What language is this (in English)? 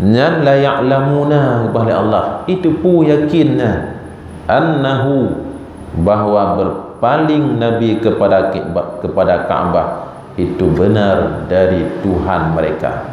Achinese